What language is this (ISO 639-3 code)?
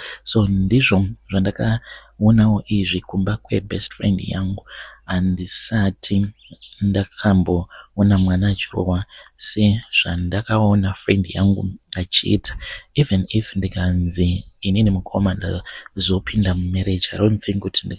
sna